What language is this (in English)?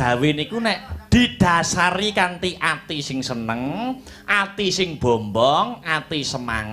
Javanese